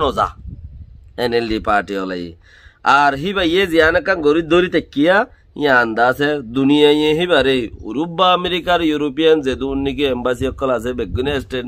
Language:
Rohingya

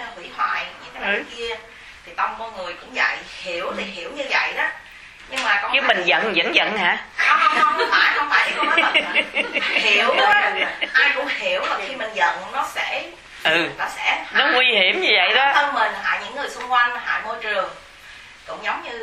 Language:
Vietnamese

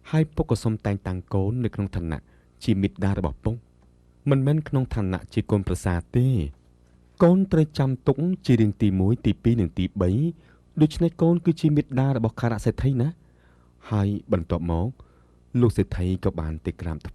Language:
Khmer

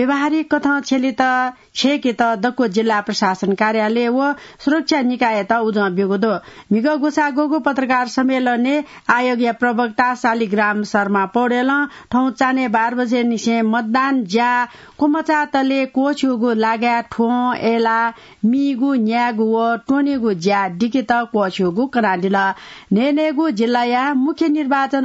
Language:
Newari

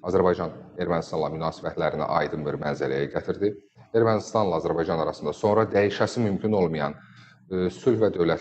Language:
Azerbaijani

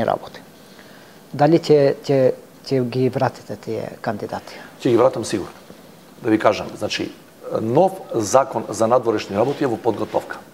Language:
Macedonian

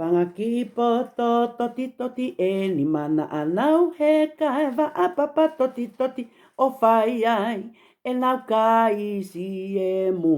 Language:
Tongan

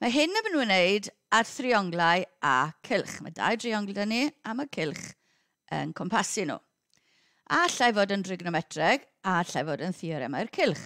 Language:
Welsh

